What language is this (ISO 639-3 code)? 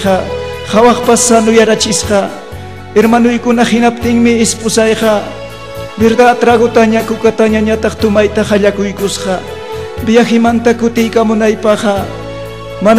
quy